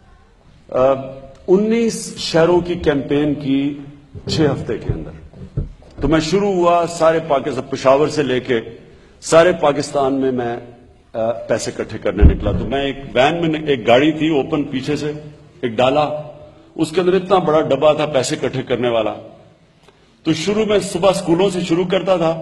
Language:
Urdu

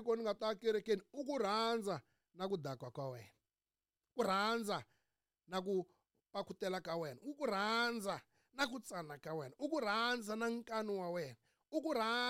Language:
Tsonga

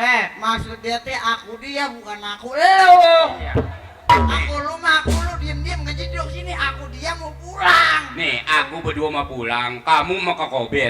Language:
Betawi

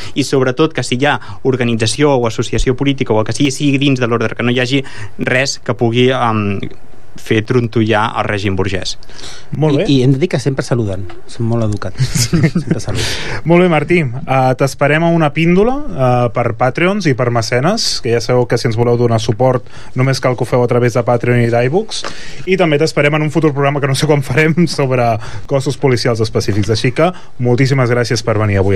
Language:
Catalan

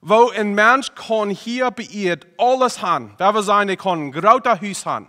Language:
Plautdietsch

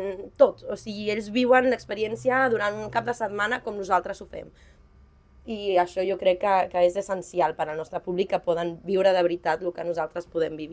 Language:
Catalan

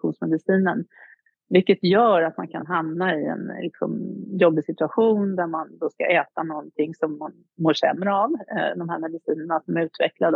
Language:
Swedish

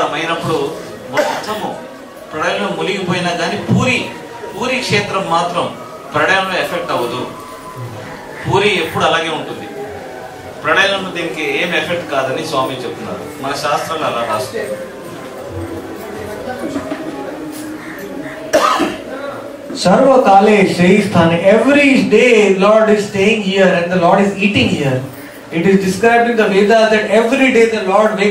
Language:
Telugu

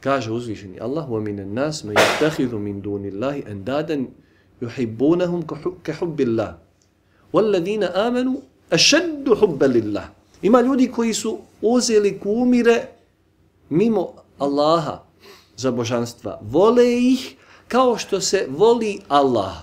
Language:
Bosnian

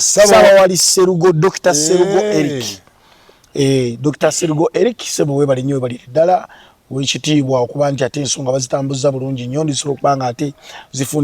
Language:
Ganda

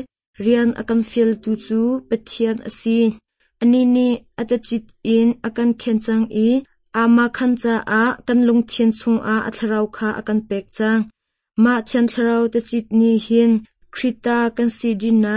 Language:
Hakha Chin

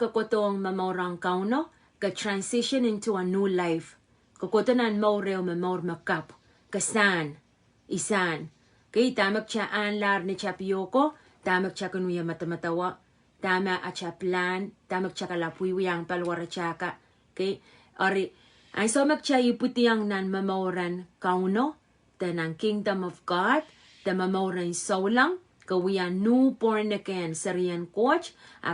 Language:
Pohnpeian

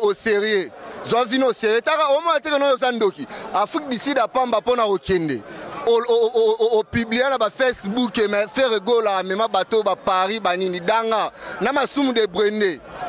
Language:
Lingala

